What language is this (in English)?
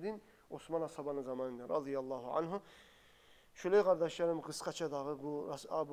Kumyk